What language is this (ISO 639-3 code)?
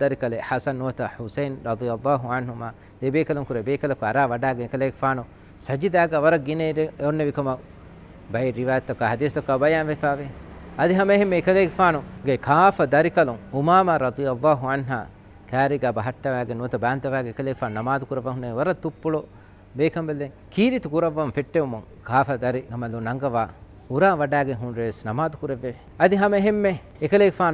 div